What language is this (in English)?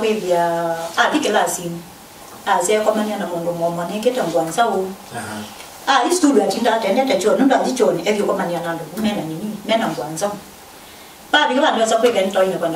Kamba